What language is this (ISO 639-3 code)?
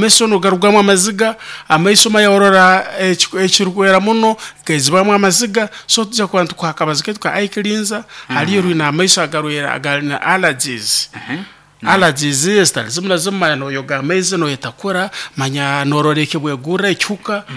nyo